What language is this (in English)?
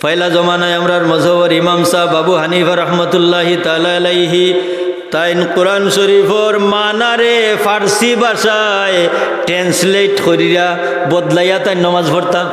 Sylheti